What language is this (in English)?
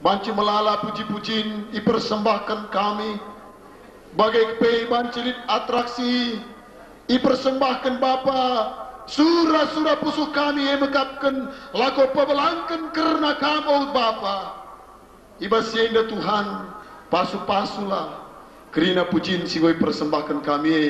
Batak Karo